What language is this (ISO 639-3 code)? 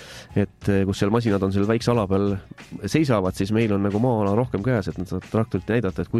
est